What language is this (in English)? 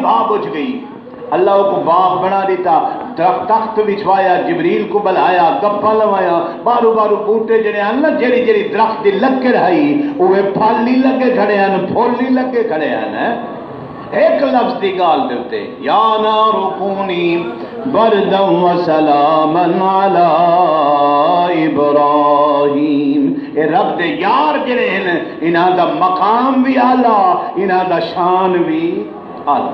Saraiki